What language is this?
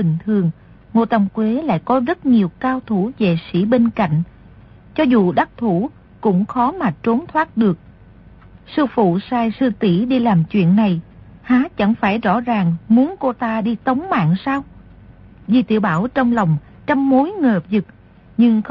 Vietnamese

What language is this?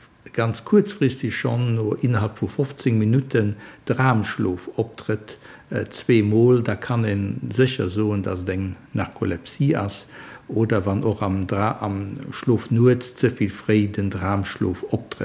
Luxembourgish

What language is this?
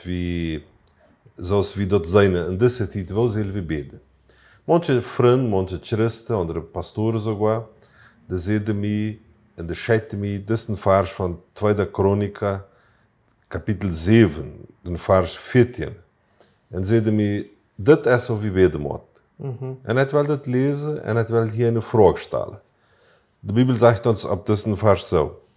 Plautdietsch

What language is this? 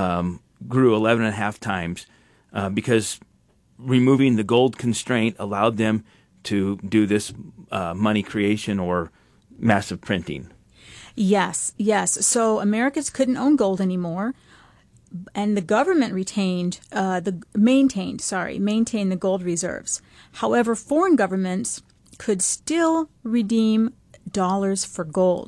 English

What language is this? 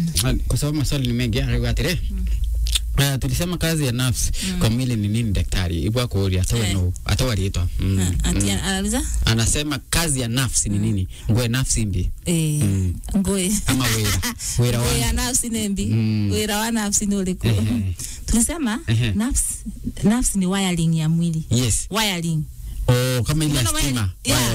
Meru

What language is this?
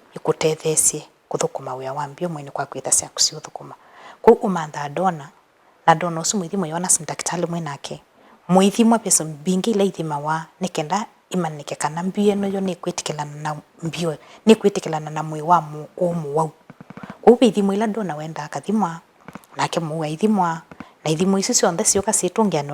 Kamba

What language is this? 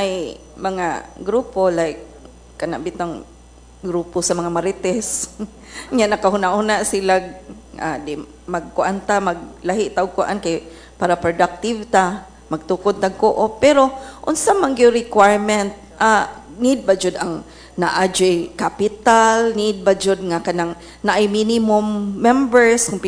Cebuano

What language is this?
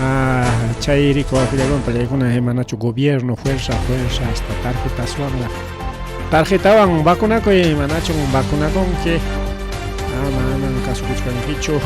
Ayacucho Quechua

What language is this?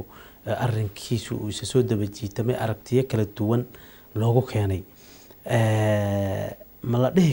Somali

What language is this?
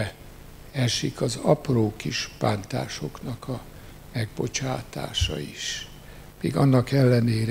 Hungarian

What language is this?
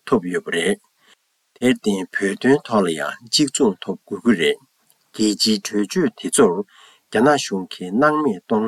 Tibetan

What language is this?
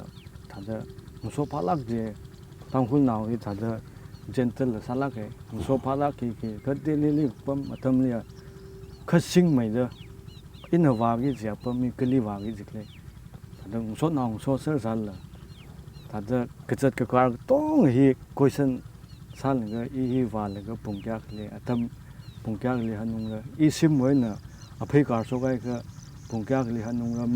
Tangkhul Naga (India)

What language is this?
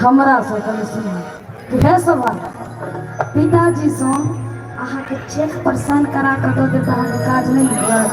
Maithili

